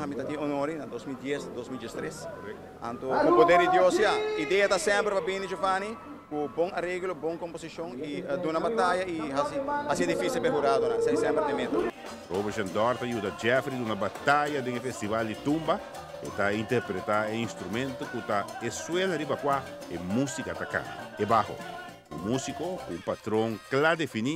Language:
Papiamento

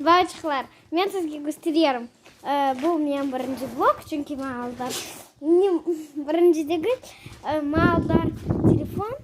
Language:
Crimean Tatar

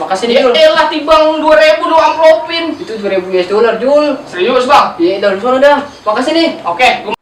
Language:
Betawi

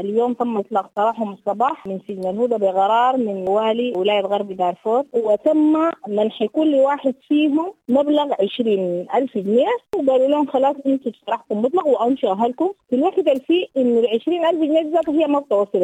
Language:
Sudanese Arabic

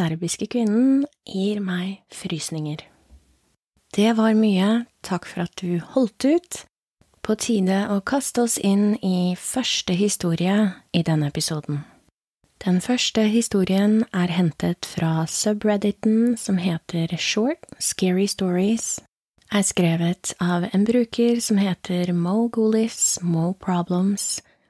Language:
Norwegian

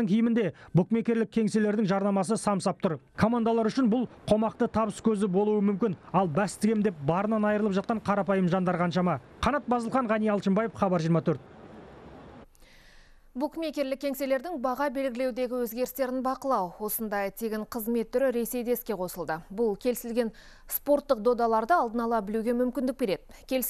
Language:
Kazakh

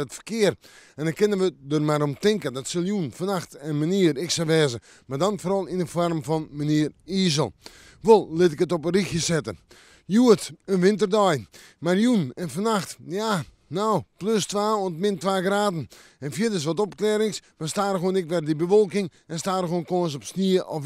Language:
Western Frisian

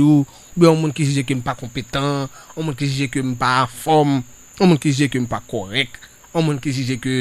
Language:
Haitian Creole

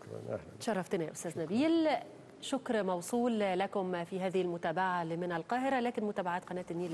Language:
Arabic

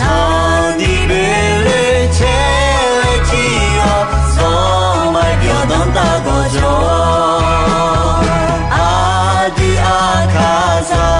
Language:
Akha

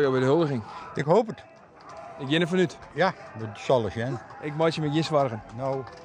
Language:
Western Frisian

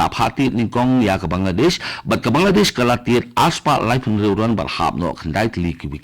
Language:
Khasi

